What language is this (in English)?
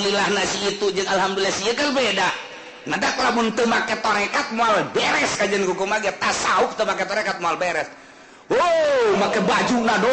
Sundanese